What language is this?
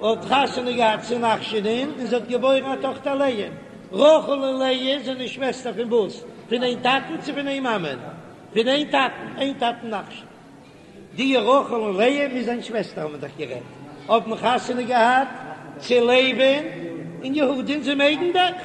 Yiddish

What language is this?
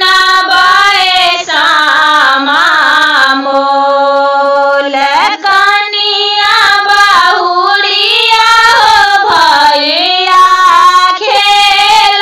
Maithili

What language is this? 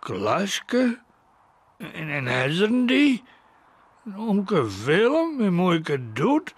Western Frisian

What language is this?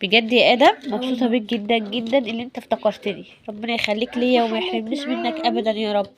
Egyptian Arabic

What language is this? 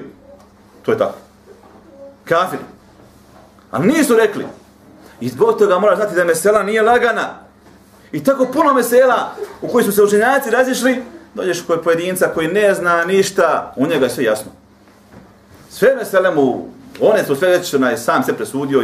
Bosnian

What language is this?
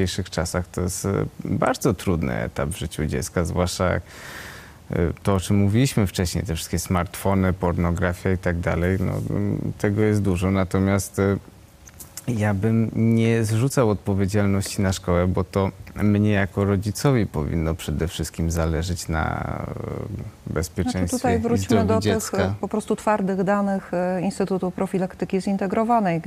Polish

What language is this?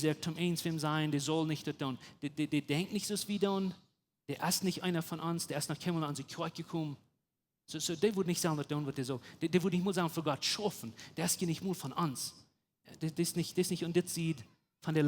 Plautdietsch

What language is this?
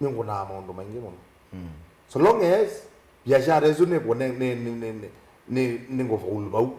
Kamba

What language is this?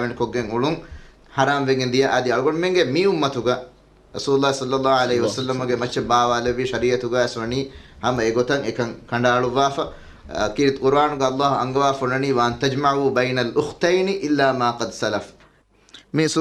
Divehi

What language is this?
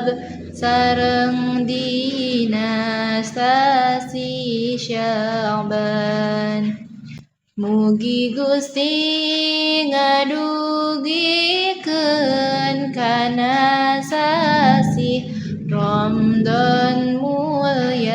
Sundanese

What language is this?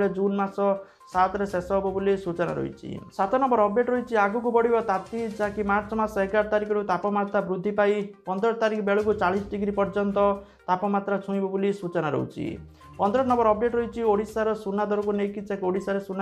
Odia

